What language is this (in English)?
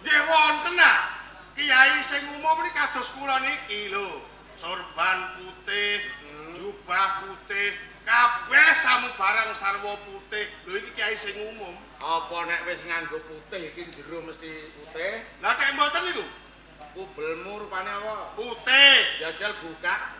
Javanese